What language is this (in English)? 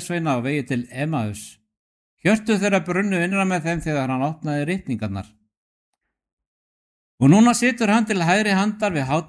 Icelandic